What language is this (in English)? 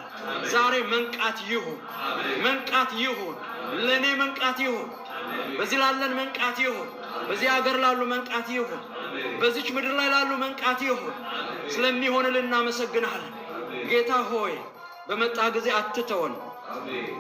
Amharic